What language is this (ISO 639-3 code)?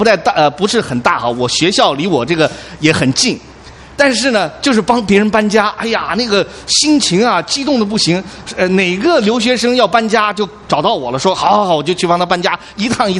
zho